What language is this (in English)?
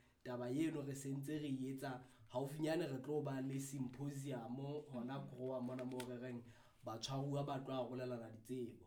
Southern Sotho